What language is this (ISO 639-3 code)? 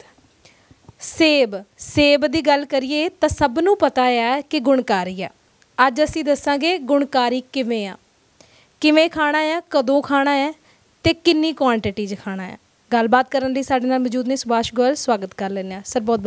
pan